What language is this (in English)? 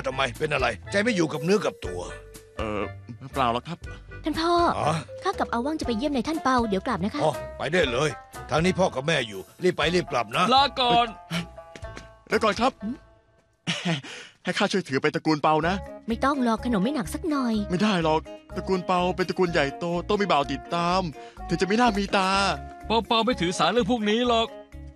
Thai